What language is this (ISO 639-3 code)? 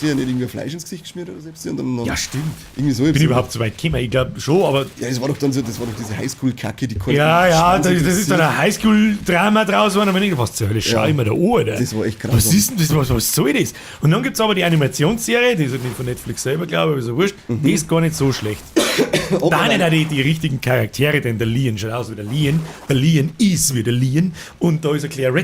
bar